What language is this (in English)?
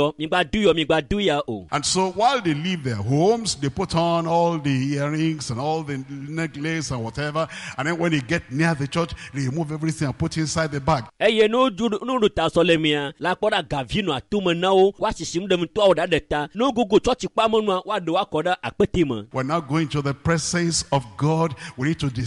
Ewe